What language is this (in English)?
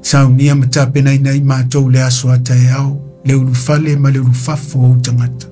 Samoan